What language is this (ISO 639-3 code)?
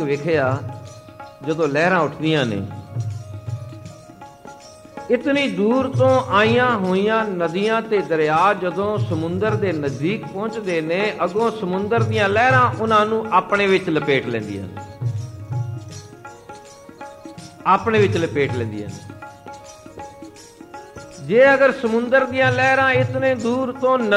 pan